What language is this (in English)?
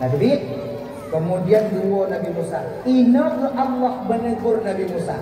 Achinese